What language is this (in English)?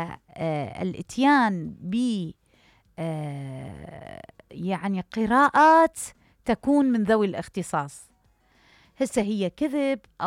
Mesopotamian Arabic